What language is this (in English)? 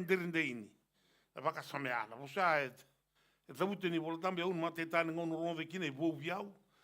Fijian